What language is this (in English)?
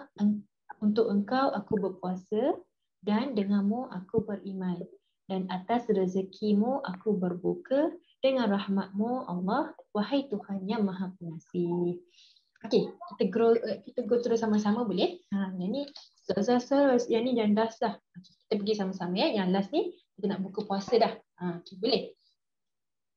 Malay